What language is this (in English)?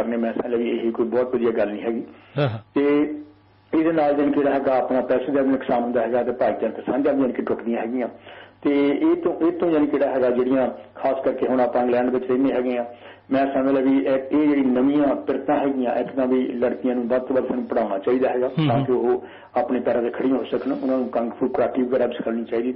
Punjabi